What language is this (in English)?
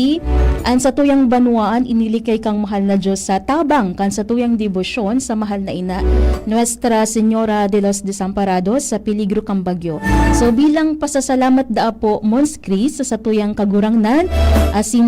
Bikol